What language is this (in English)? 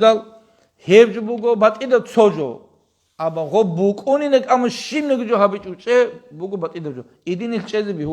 Avaric